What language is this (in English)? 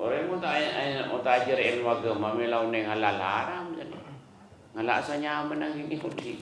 Madurese